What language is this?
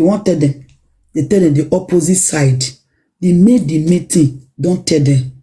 Nigerian Pidgin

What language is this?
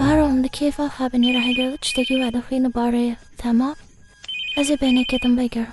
Kurdish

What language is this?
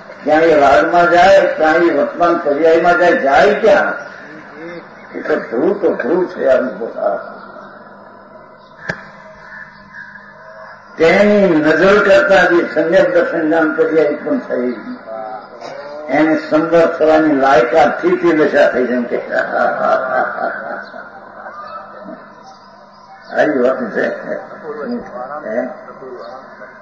Gujarati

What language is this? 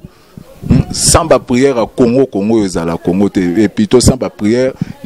Lingala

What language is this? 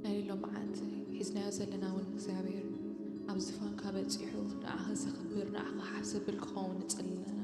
Tigrinya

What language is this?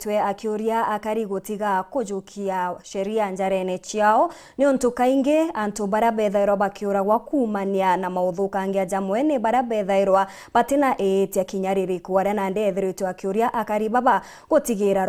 Meru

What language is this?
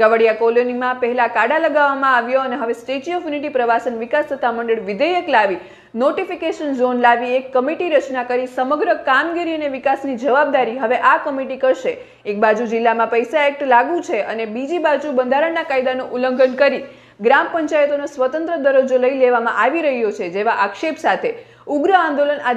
Gujarati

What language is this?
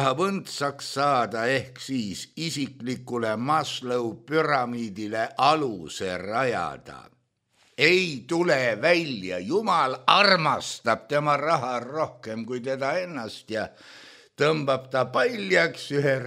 Estonian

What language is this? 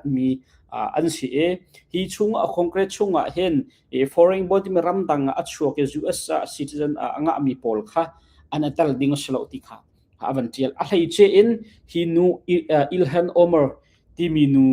Hakha Chin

